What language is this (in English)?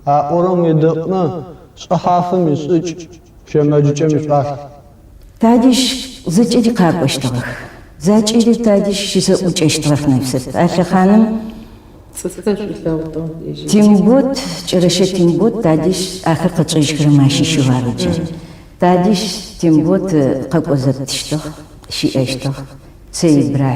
Adyghe